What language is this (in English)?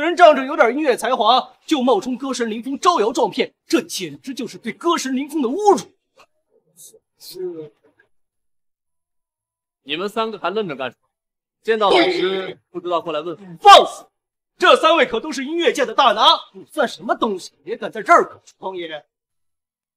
Chinese